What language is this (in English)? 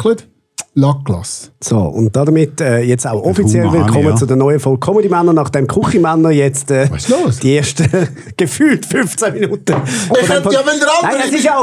Swiss German